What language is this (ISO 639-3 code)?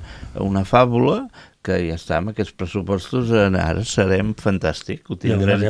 cat